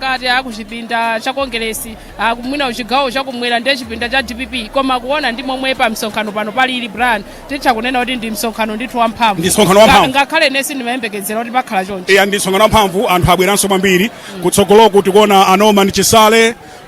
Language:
Nyanja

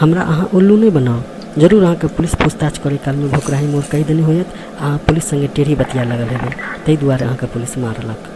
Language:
Maithili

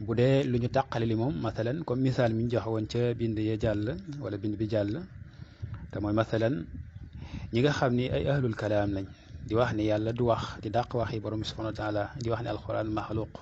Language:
Wolof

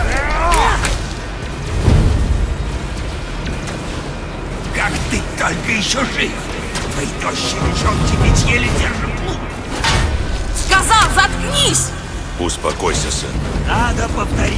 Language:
Russian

